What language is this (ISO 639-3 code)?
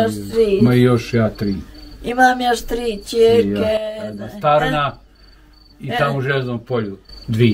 bos